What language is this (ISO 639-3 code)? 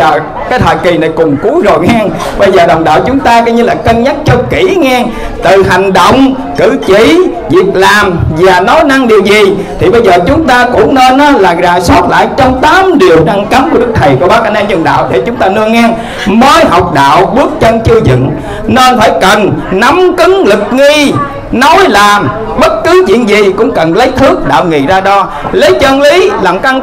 vie